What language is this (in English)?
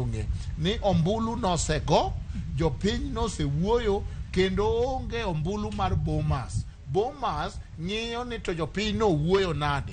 Luo (Kenya and Tanzania)